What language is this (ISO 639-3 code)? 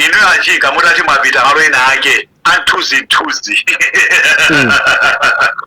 nya